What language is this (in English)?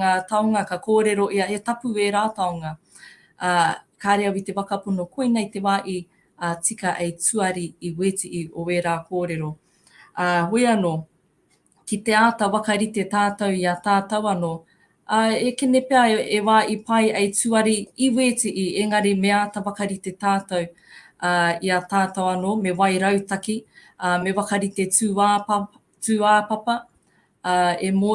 Māori